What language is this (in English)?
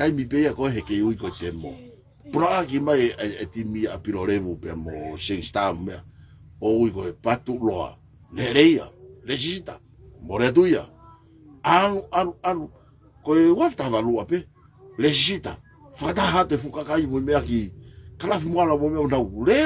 Tongan